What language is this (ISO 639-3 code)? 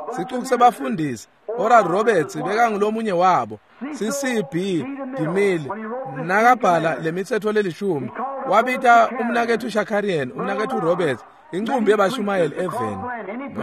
ssw